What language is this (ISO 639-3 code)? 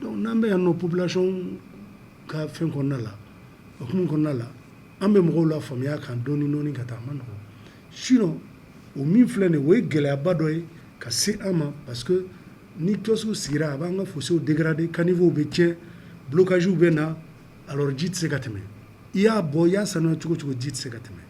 bam